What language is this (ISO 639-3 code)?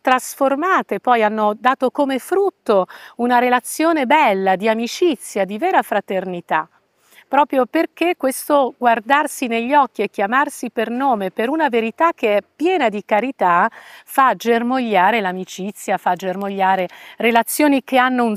ita